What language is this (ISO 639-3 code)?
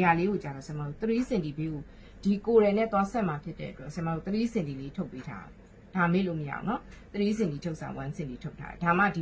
mya